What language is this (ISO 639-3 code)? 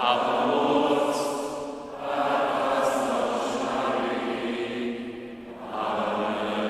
hsb